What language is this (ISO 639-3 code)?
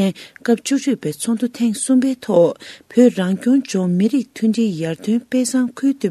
bod